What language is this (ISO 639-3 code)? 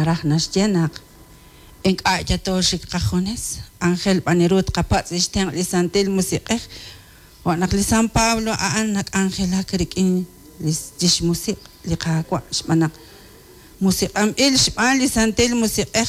kek